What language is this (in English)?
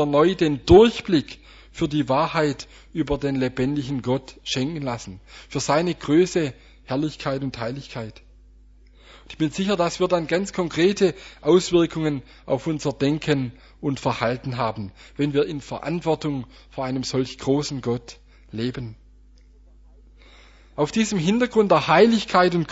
German